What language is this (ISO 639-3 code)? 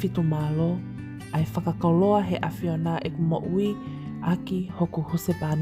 ton